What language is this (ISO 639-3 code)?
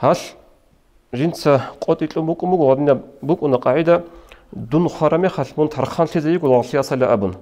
ava